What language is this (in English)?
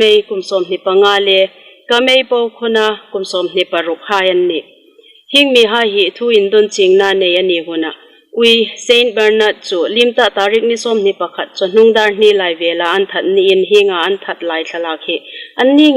Hmar